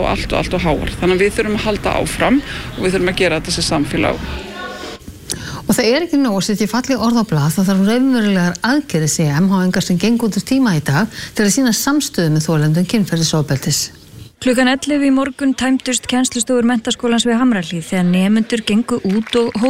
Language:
Icelandic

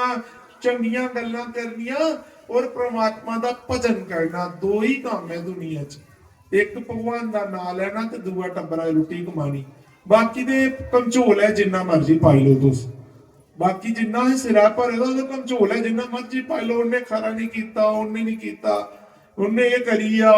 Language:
Dogri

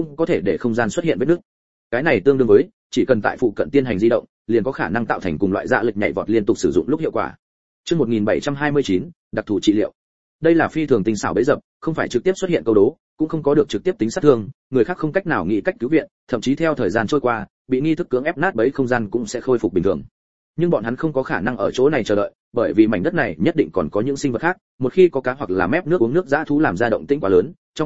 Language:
Vietnamese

